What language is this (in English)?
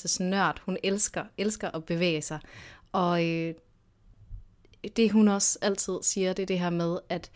Danish